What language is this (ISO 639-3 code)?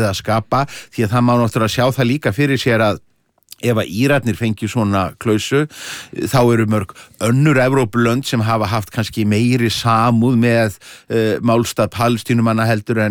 isl